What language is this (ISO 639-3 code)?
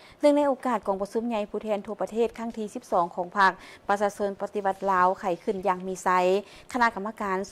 lao